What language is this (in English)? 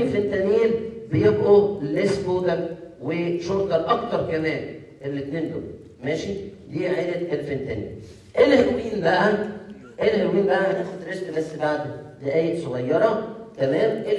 Egyptian Arabic